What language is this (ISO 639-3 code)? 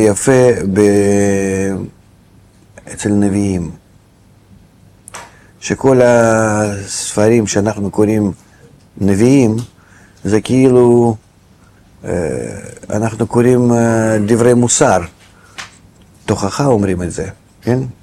heb